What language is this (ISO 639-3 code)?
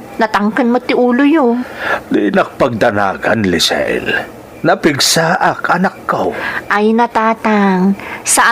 ilo